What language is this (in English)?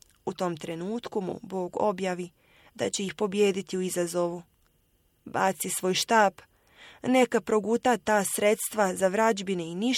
Bosnian